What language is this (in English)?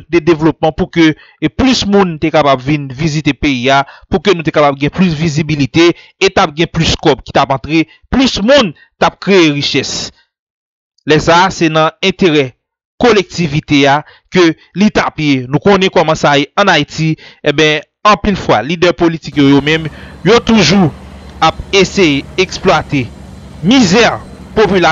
Haitian Creole